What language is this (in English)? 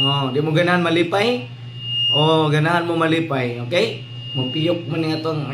Cebuano